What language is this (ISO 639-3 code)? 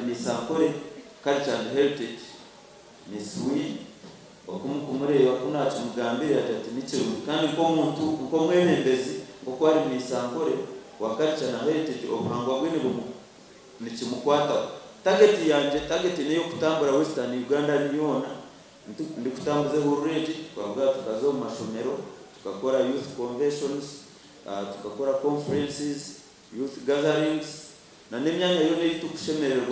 nyn